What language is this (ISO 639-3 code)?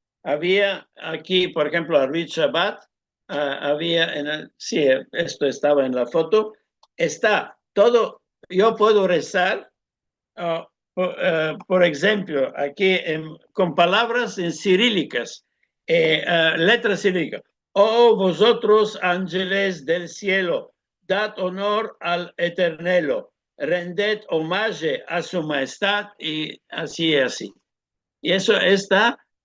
lad